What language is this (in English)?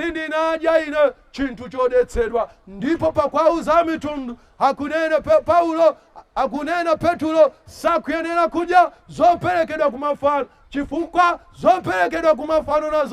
Nyanja